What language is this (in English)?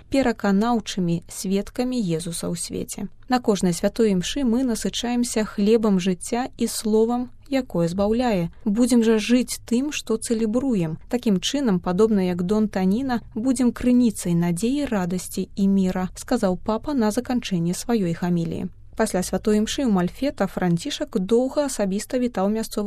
Belarusian